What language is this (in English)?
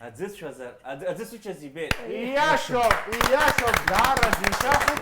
Abkhazian